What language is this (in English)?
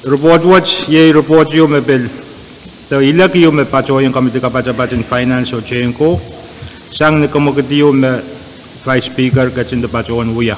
Pohnpeian